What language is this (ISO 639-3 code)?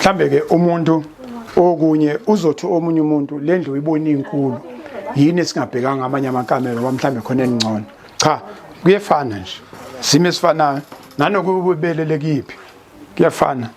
zul